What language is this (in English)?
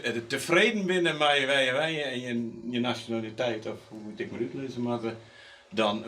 Western Frisian